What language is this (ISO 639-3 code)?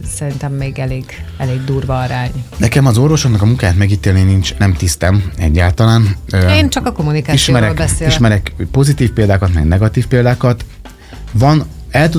hun